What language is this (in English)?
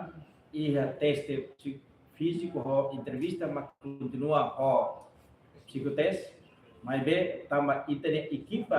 Tetum